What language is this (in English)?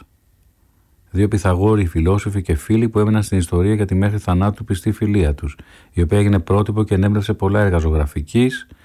Greek